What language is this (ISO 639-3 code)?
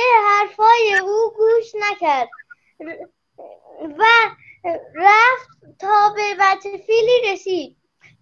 fas